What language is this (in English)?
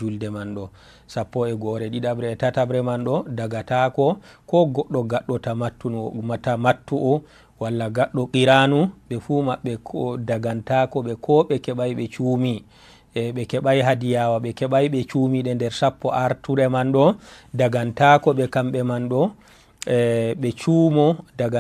Fula